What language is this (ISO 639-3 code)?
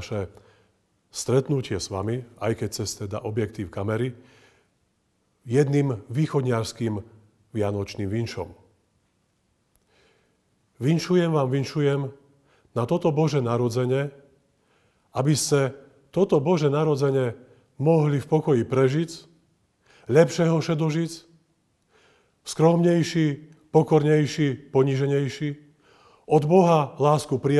slk